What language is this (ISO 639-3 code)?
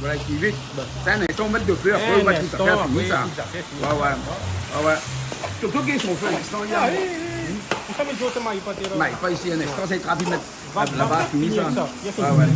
rcf